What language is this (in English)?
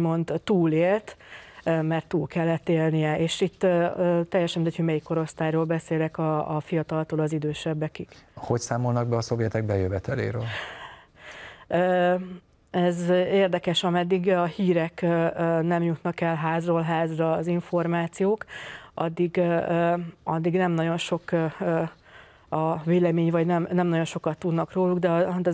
Hungarian